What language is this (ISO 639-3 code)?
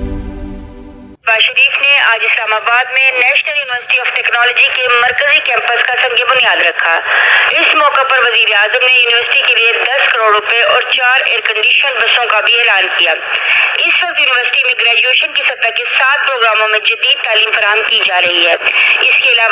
urd